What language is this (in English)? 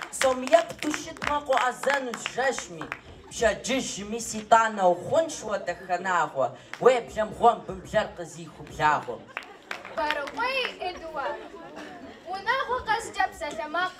Kabardian